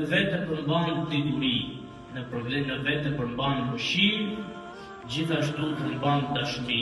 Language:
Albanian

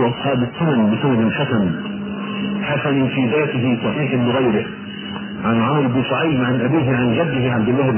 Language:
Arabic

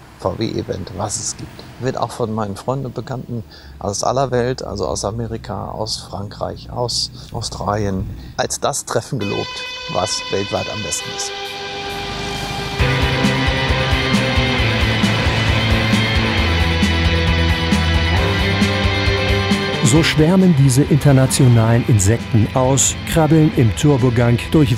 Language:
German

